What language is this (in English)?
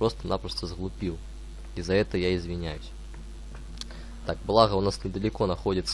Russian